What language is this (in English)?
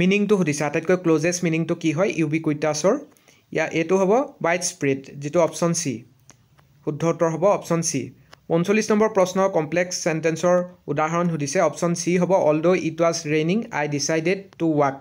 Assamese